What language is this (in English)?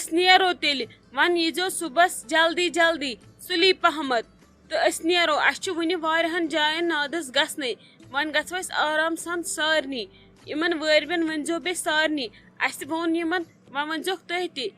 Kashmiri